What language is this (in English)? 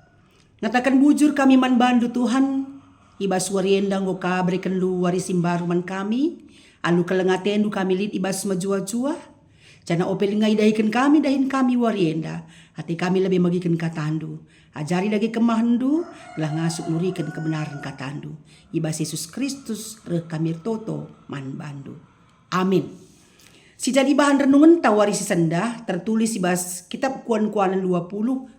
Batak Karo